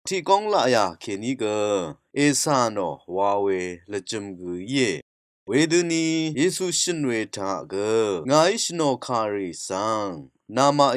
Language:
Rawang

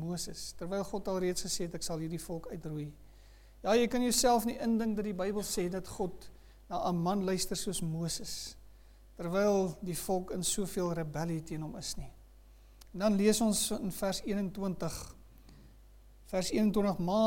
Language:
Afrikaans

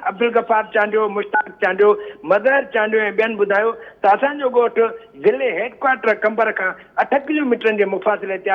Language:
Sindhi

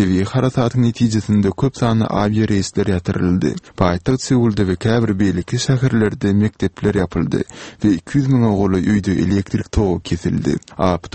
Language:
Turkmen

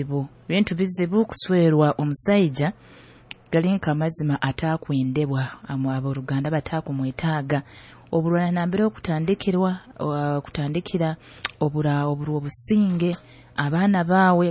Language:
Nyoro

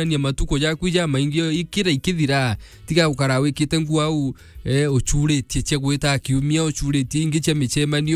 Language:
Meru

